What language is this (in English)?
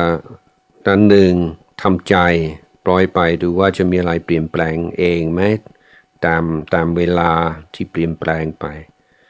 Thai